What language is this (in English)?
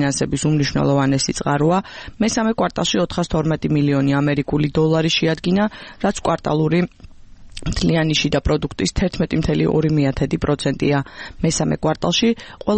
Georgian